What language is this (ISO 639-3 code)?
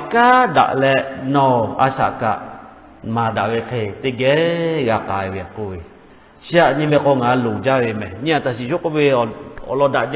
lhu